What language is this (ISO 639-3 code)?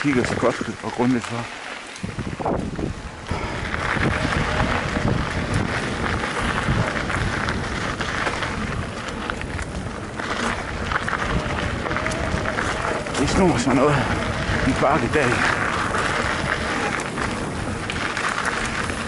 dan